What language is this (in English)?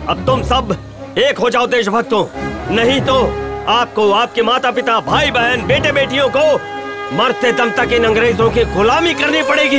Hindi